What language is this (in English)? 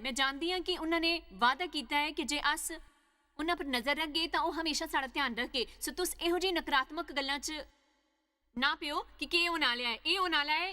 Dogri